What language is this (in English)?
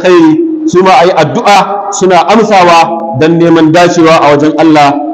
Hausa